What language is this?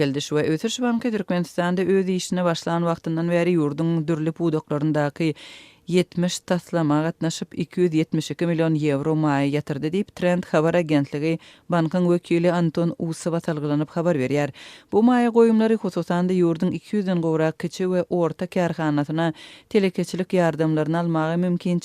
Turkmen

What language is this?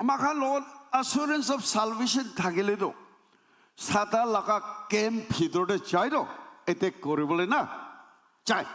Naga Pidgin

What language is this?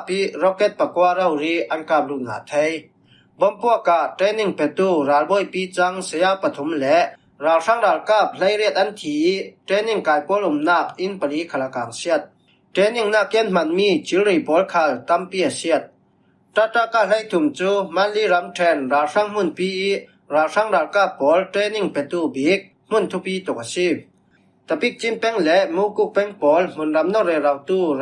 Falam Chin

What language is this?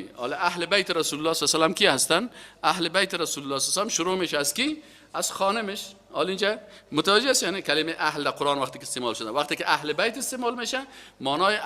Persian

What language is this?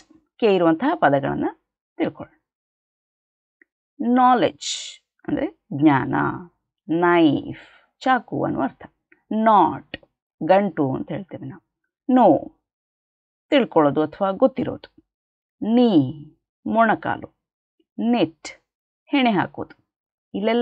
Kannada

